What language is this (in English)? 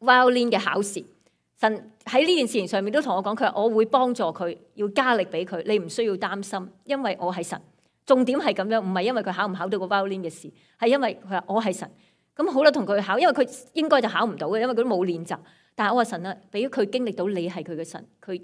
Cantonese